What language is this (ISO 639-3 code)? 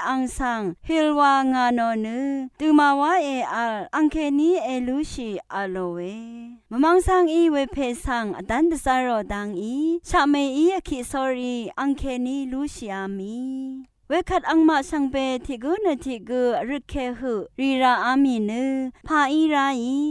raw